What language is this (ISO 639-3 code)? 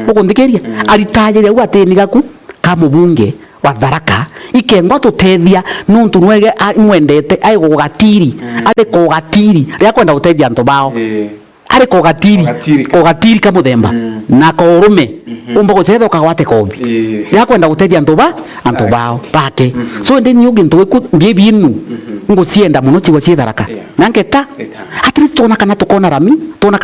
mer